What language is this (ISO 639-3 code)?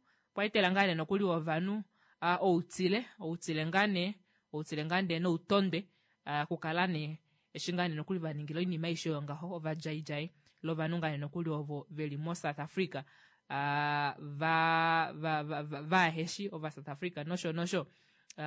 kua